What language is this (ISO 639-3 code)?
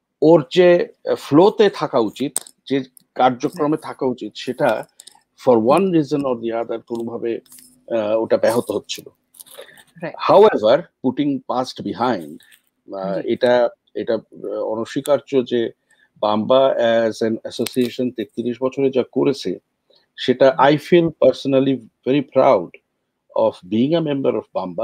ben